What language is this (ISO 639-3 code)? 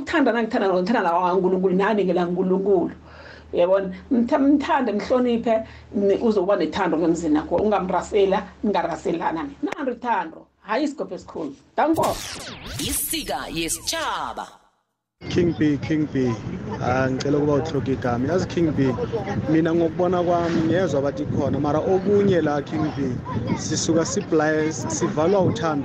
nbl